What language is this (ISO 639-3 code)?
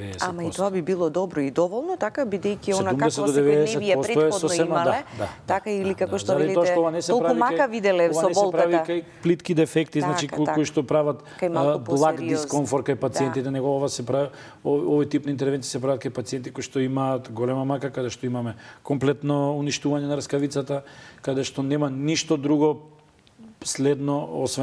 mkd